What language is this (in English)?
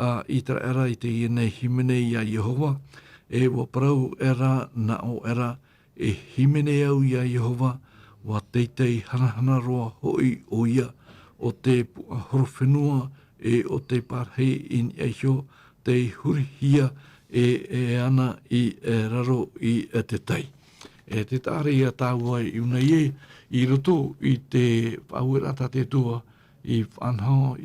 Tahitian